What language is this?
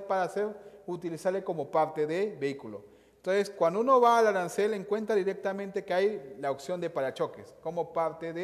Spanish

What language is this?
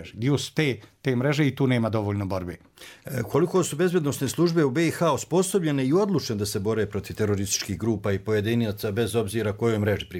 Bosnian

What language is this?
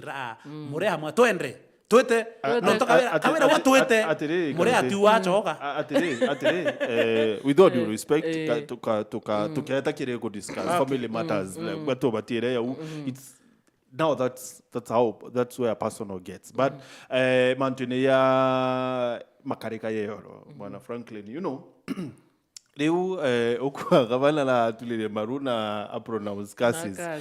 Meru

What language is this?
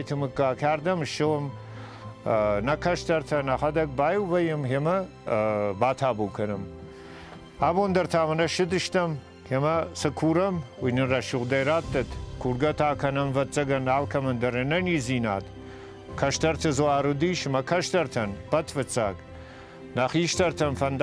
Ossetic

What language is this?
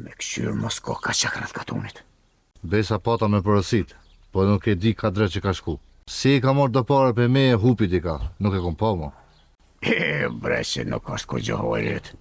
Albanian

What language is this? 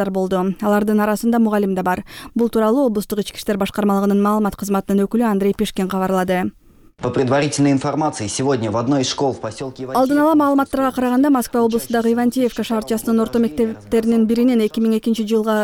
Kyrgyz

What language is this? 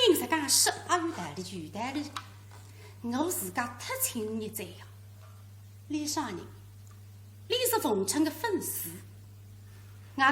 Wu Chinese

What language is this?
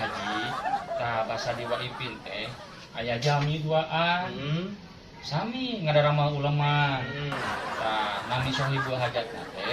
Sundanese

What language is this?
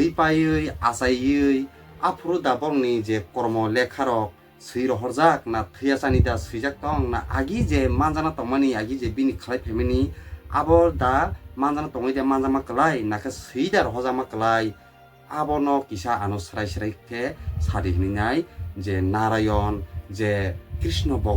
Kok Borok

